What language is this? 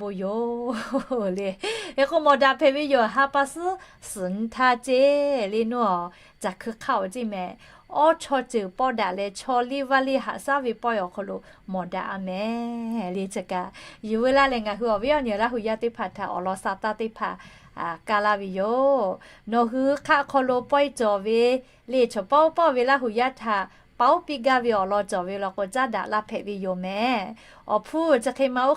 Lahu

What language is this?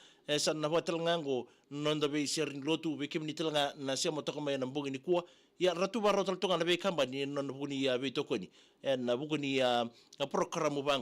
Fijian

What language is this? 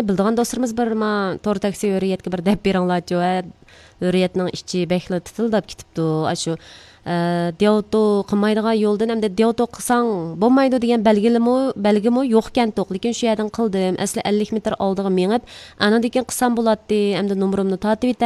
Uyghur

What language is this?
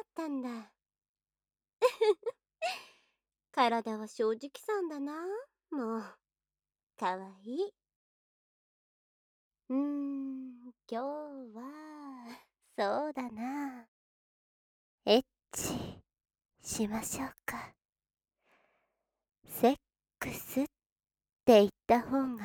Japanese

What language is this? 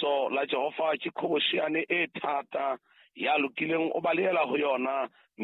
Southern Sotho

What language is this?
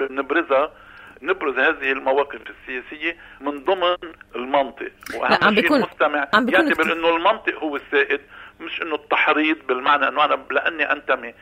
North Levantine Arabic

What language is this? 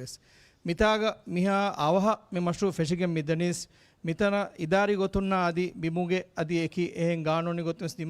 Divehi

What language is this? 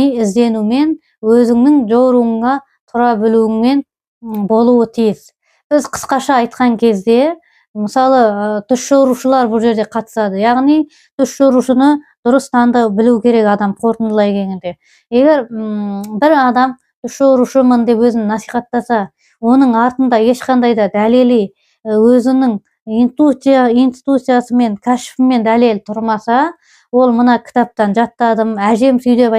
Kazakh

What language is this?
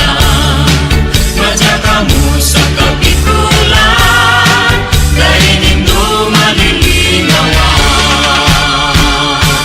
Bikol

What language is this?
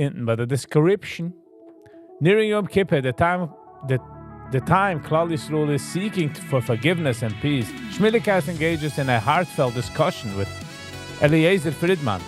Yiddish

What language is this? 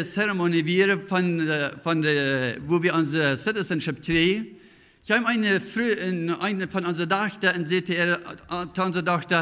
Plautdietsch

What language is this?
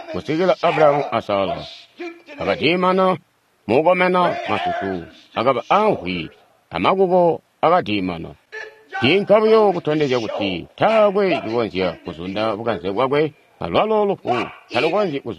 Tonga (Zambia)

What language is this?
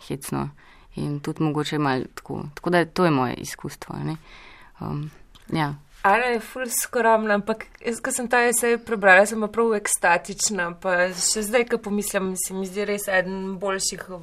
Slovenian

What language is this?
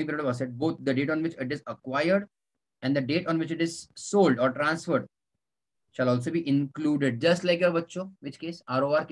English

